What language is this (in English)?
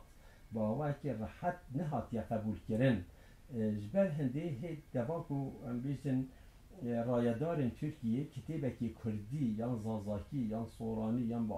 Kurdish